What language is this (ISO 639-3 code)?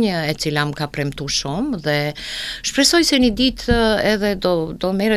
sqi